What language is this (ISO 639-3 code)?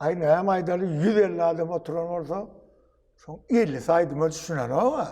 tuk